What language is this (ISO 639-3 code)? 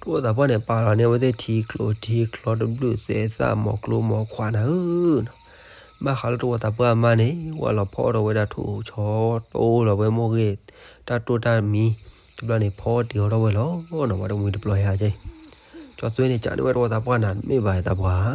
ksw